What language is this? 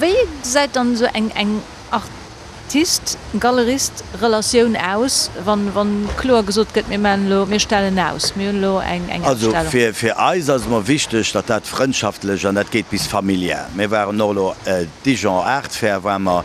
Luxembourgish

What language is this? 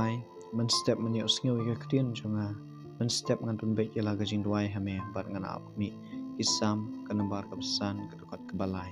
Khasi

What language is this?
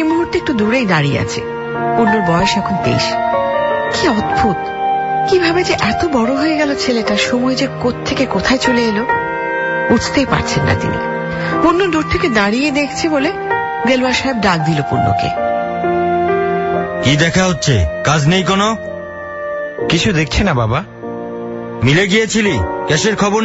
Bangla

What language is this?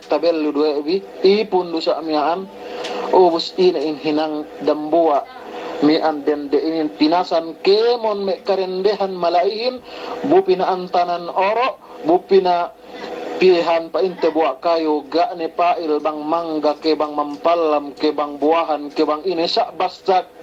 Yakan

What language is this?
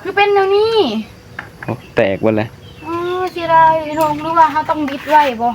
Northeastern Thai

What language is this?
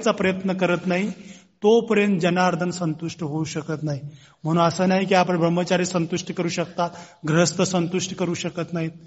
Marathi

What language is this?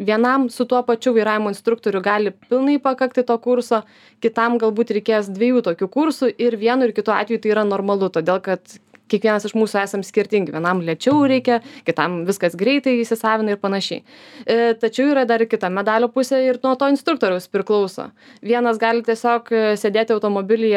Lithuanian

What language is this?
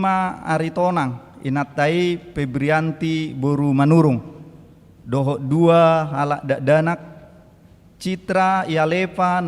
Batak Toba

